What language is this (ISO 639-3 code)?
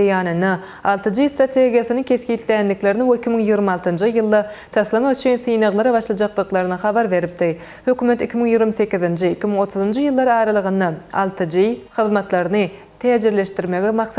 tuk